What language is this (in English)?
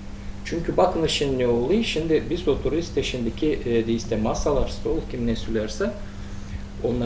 Gagauz